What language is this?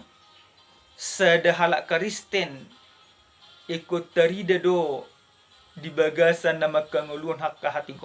Batak Toba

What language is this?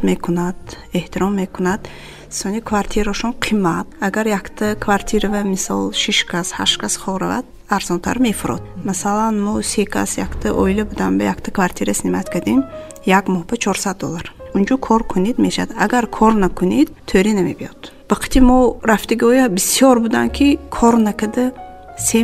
Tajik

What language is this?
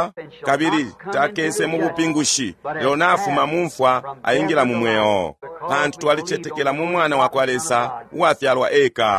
Bemba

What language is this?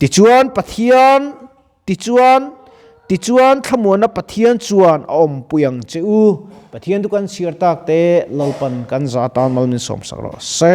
Mizo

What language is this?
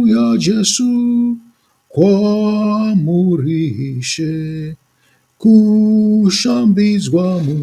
Shona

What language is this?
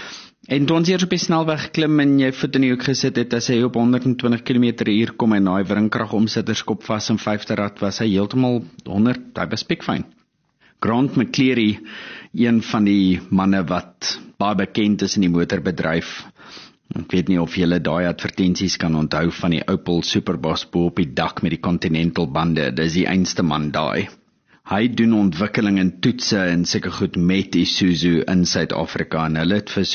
Afrikaans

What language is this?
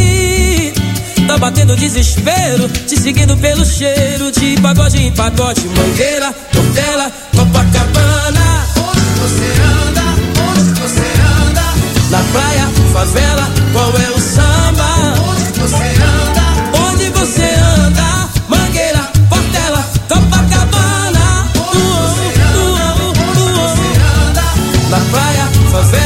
Portuguese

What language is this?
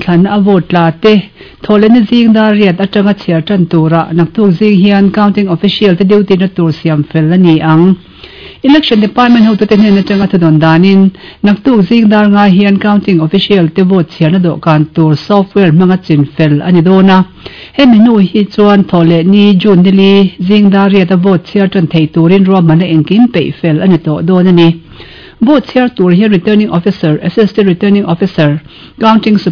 Mizo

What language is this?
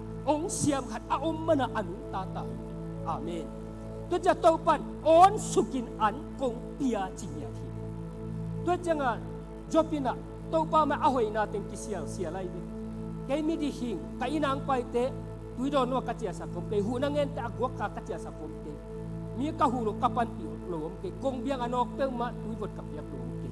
Tedim Chin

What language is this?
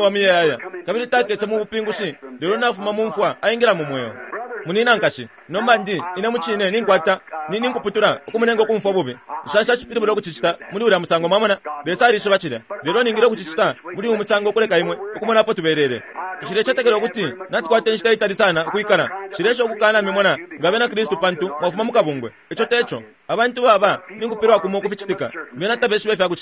Bemba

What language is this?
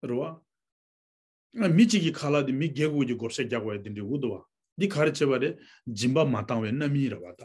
Tibetan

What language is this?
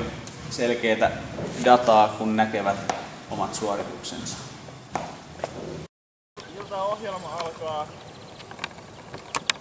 Finnish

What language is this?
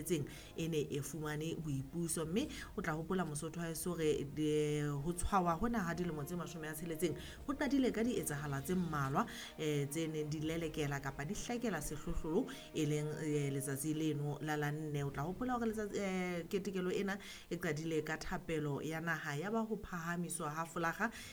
Southern Sotho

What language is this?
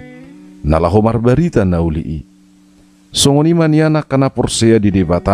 Batak Toba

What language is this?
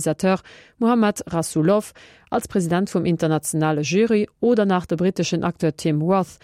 Luxembourgish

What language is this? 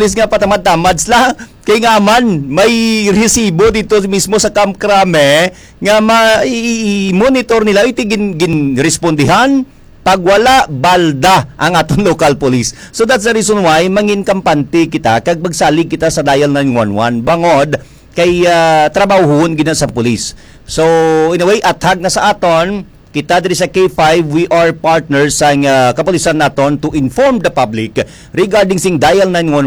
Hiligaynon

